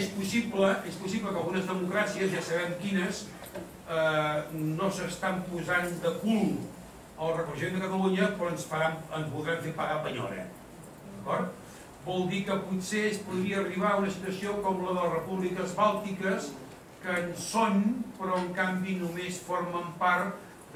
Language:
Catalan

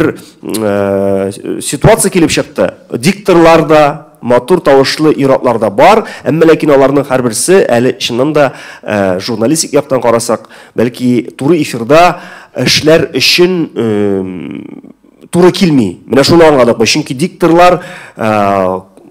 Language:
Tatar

